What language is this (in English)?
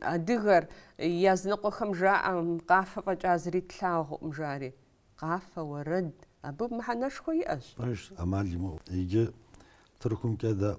Kabardian